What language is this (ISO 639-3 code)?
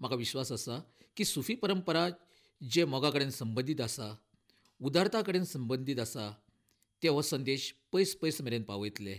kok